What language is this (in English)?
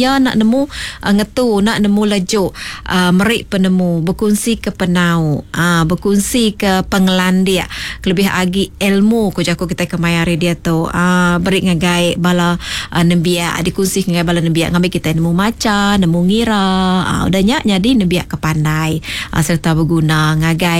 Iban